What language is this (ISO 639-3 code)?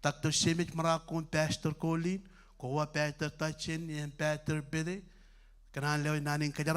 mah